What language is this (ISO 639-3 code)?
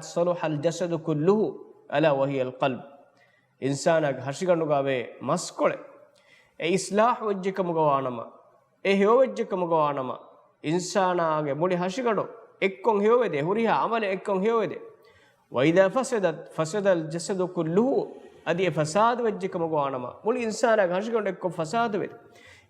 div